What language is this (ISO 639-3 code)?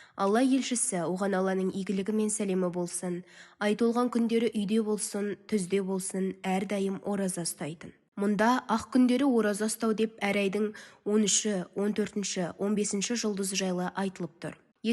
kaz